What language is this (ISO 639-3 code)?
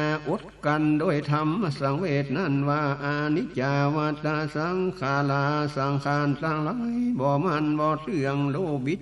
nod